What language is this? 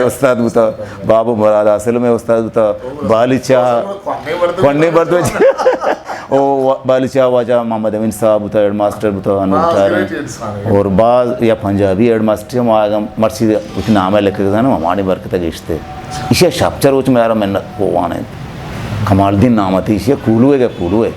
Eastern Balochi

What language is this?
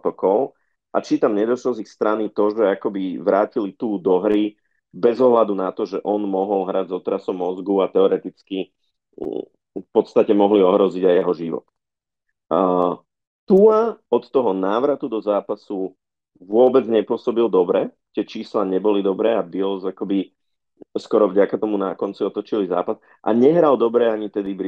Slovak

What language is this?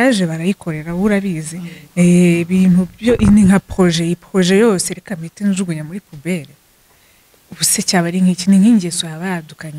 Kinyarwanda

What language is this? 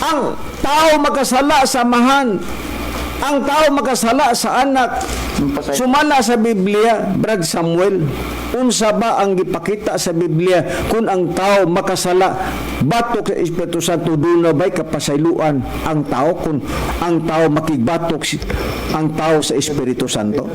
Cebuano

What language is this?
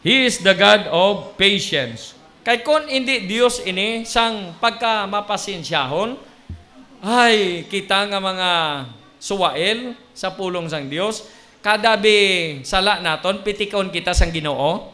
Hiligaynon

